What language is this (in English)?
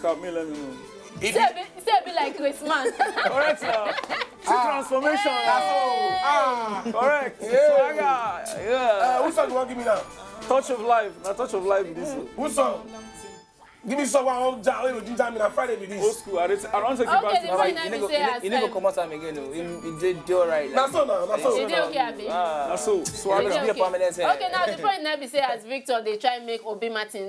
Nigerian Pidgin